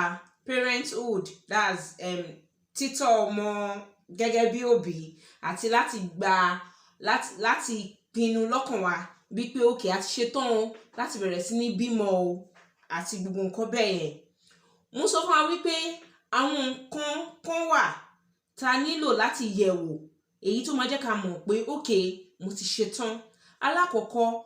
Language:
Yoruba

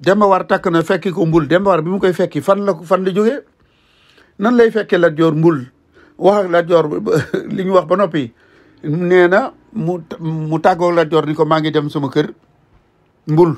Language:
Wolof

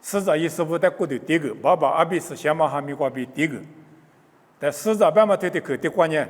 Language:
Lisu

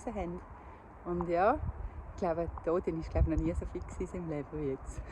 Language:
Swiss German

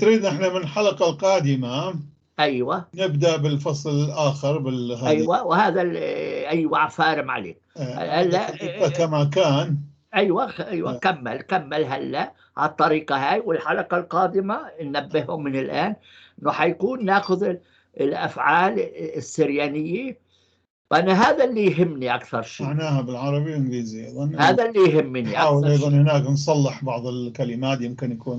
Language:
North Levantine Arabic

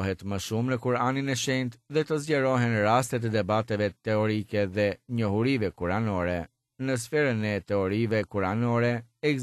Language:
Albanian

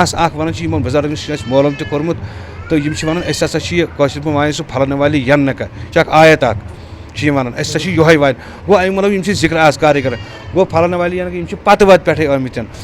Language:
Kashmiri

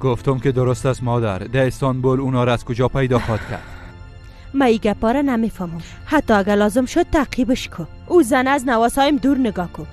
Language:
Persian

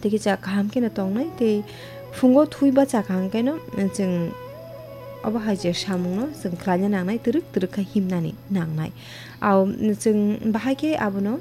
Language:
Kok Borok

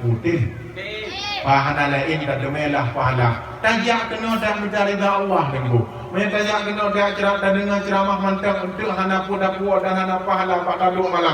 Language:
Achinese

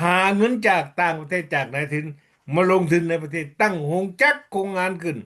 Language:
Lao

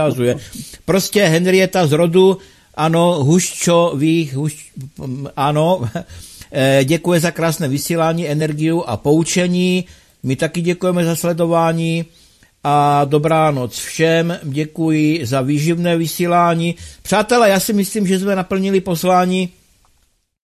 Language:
Czech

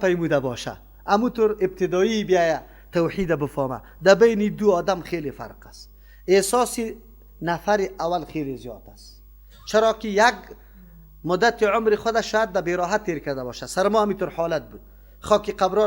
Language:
Persian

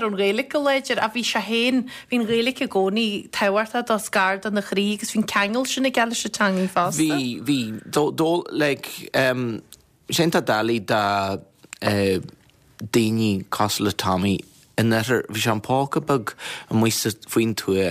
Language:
Irish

